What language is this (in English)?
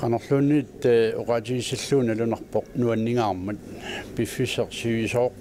Kalaallisut